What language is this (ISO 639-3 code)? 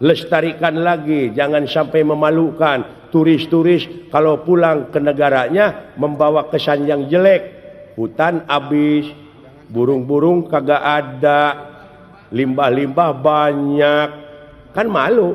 sun